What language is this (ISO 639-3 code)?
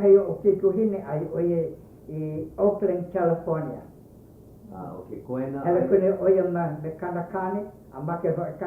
haw